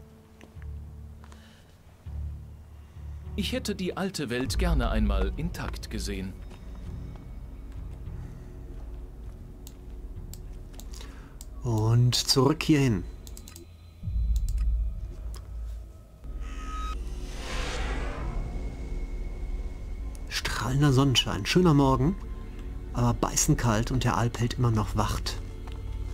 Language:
German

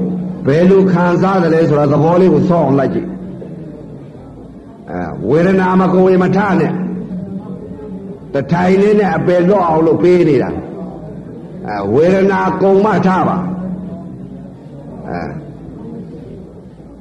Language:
Burmese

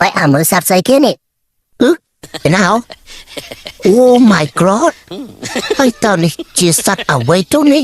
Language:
Khmer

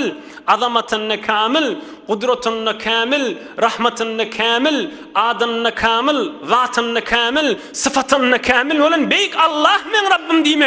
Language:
Turkmen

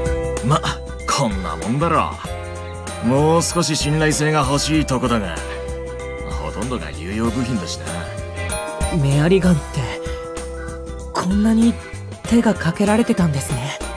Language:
Japanese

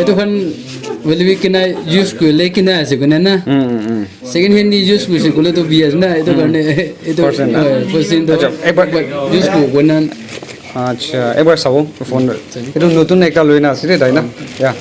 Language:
Naga Pidgin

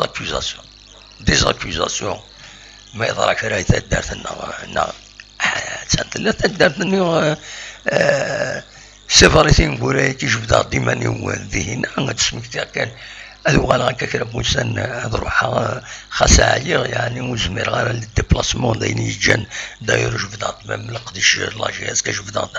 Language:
Kabyle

